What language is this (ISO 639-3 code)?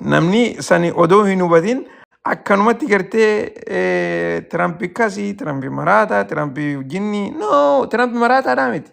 orm